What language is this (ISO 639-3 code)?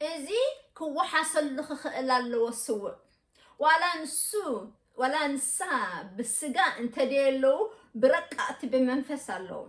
tir